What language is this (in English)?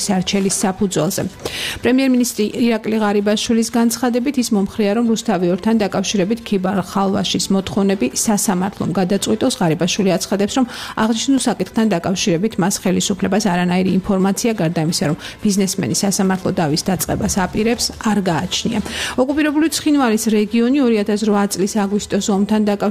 Georgian